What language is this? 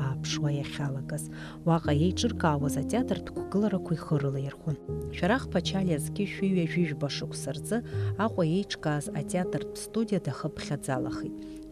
Abkhazian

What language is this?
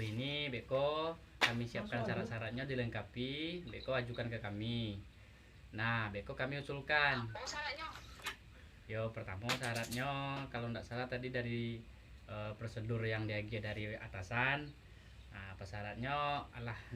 Minangkabau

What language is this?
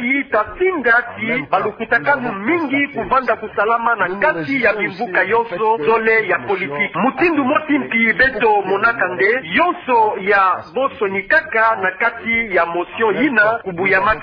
Kituba (Democratic Republic of Congo)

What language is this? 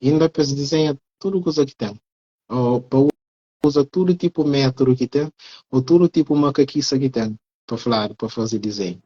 Kabuverdianu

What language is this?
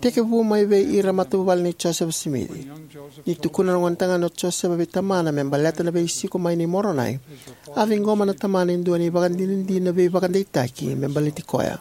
Fijian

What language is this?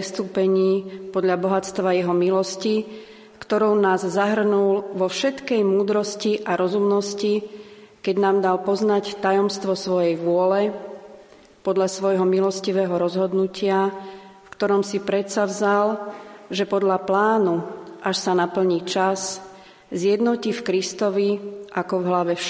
Slovak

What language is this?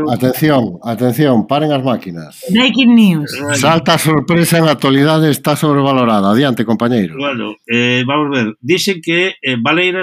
Galician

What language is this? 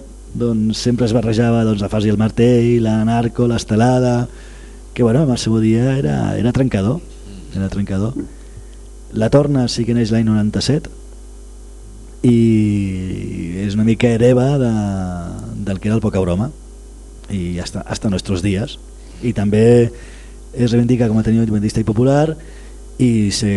Catalan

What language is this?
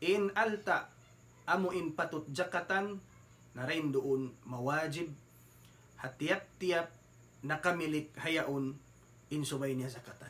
Tausug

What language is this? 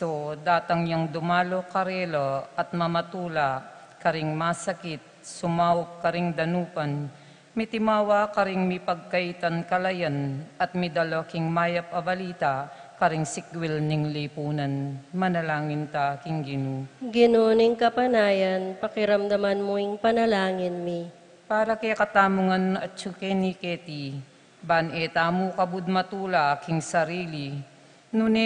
Pampanga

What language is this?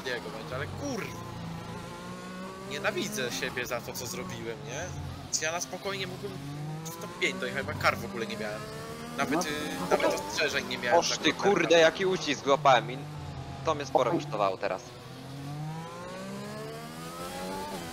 Polish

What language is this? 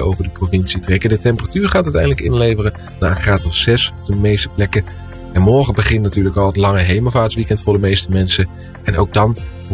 Dutch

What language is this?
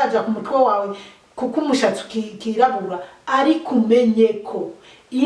Rundi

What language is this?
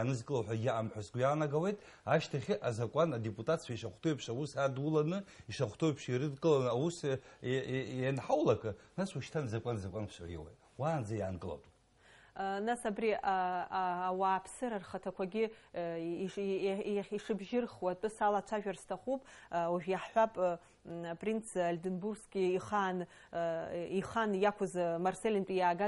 Abkhazian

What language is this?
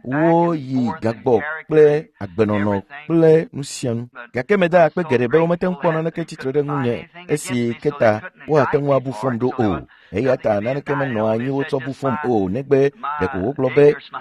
Ewe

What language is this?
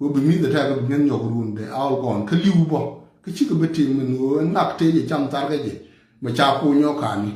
Nuer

